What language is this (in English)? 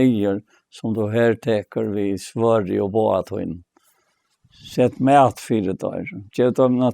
Faroese